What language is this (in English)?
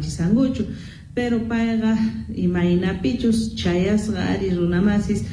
Quechua